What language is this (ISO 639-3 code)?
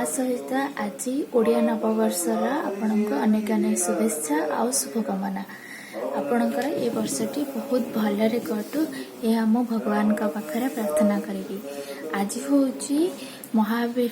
ori